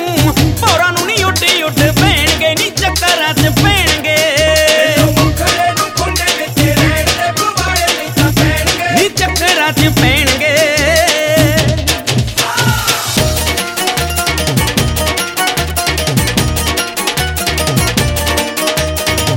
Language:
Punjabi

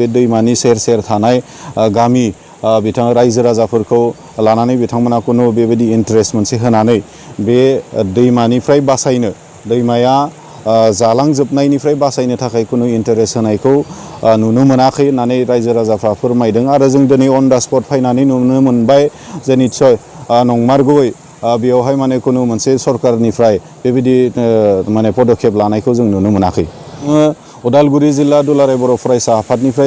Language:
Bodo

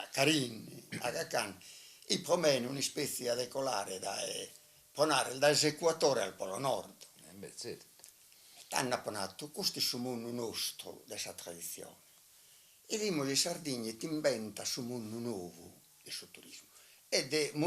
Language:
Sardinian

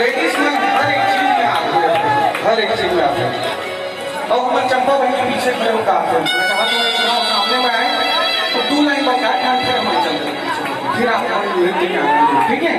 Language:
Chhattisgarhi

